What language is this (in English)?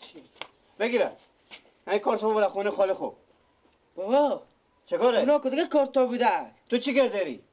Persian